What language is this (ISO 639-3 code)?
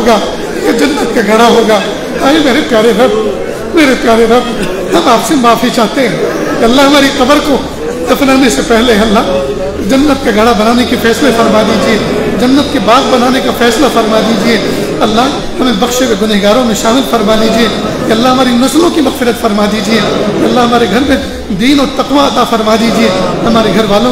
urd